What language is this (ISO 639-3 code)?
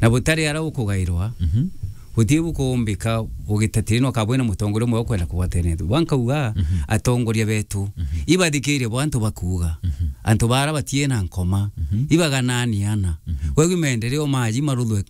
mer